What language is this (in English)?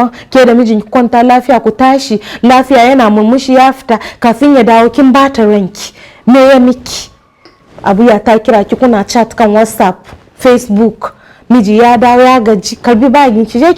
Hausa